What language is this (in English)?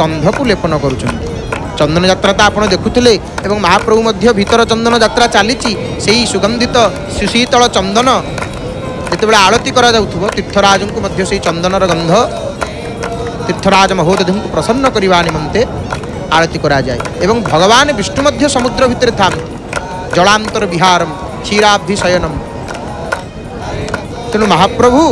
Odia